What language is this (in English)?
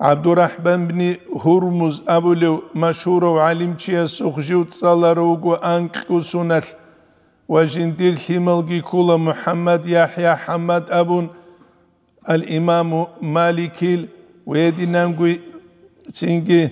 Avaric